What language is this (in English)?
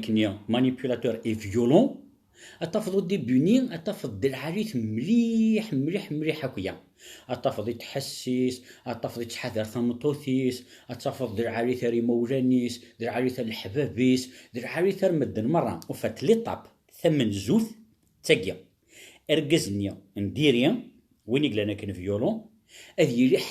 Kabyle